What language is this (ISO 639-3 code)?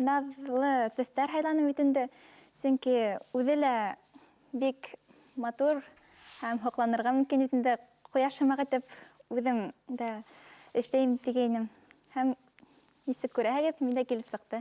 bak